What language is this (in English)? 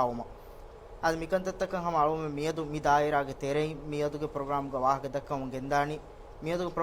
Divehi